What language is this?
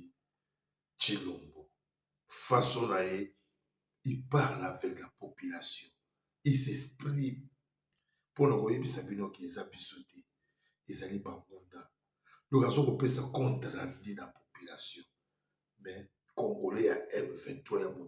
Lingala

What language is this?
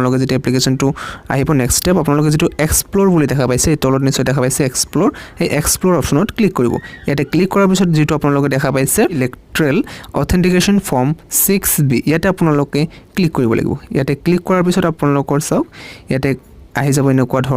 Assamese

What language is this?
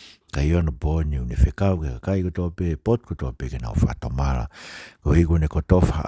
Tongan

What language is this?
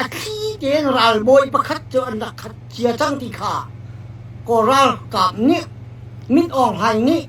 Hakha Chin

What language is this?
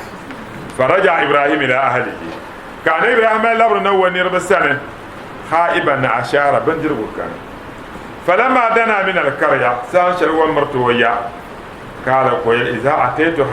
Dagbani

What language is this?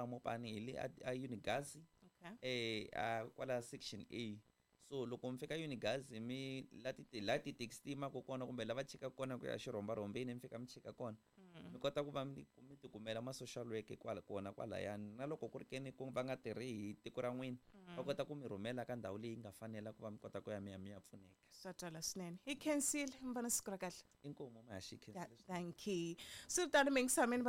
Tsonga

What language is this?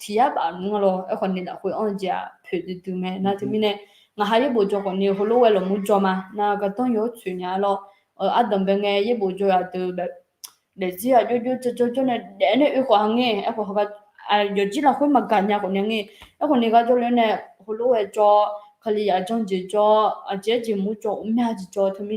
Akha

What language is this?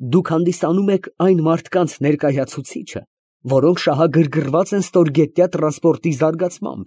Armenian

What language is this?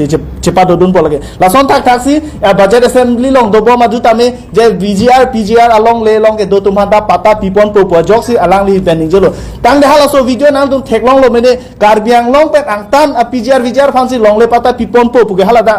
Karbi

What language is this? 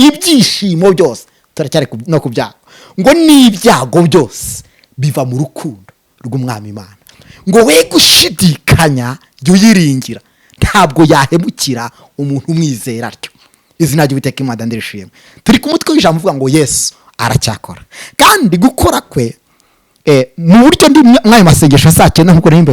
Kinyarwanda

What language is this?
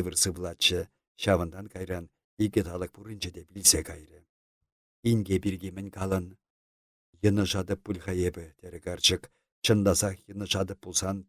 Chuvash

